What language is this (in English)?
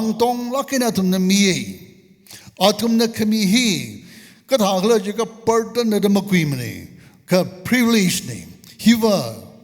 Tangkhul Naga (India)